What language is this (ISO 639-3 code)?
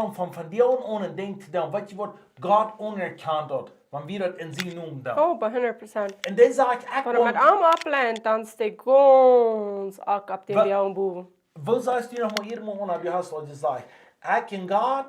pdt